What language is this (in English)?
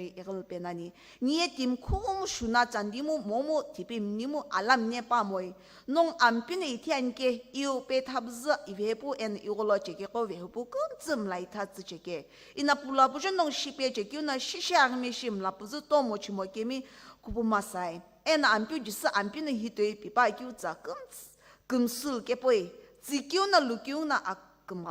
Sumi Naga